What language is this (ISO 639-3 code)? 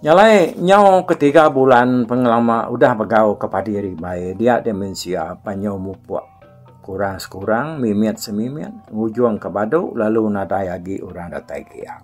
iba